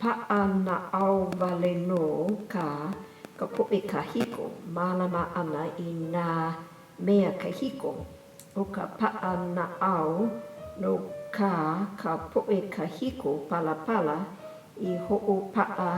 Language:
Hawaiian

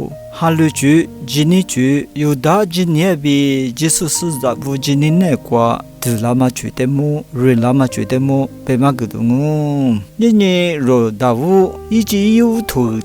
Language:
Lisu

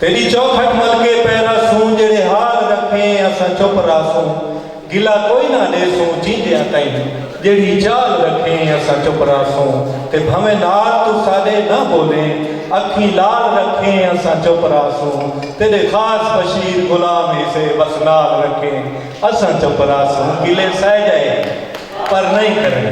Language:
Saraiki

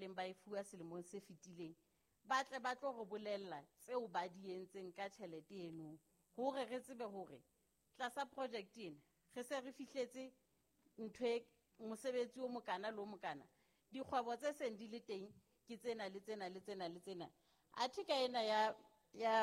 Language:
Southern Sotho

